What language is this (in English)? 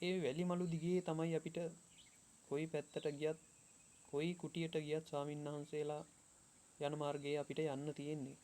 Sinhala